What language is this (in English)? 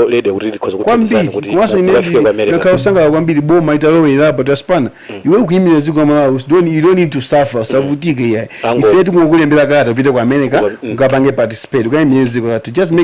Nyanja